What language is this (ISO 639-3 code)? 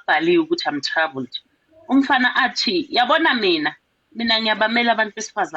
zul